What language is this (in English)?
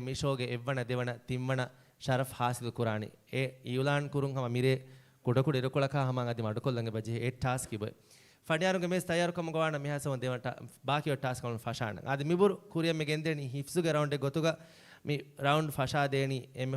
Divehi